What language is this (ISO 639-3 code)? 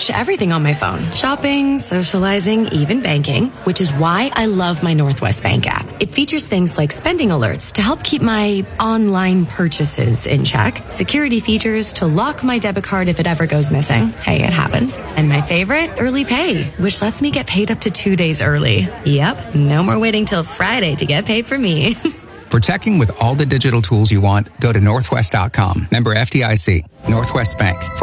eng